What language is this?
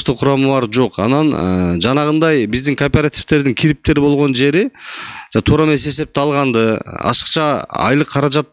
Kyrgyz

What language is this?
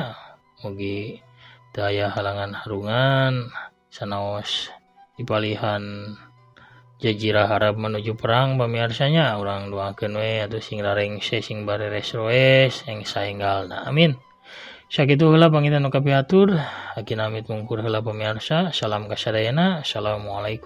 Sundanese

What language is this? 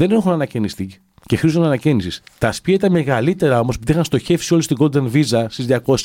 Greek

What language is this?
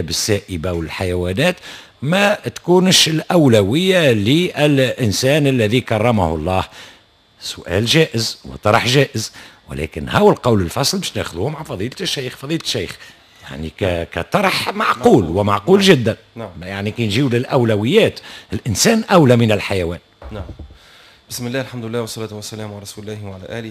Tunisian Arabic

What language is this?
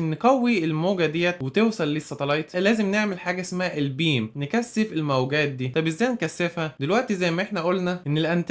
Egyptian Arabic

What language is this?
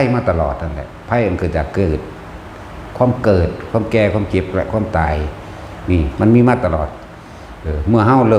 Northeastern Thai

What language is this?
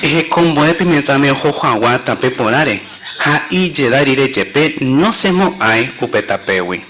Guarani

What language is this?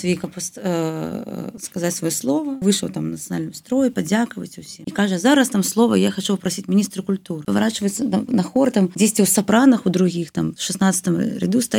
Belarusian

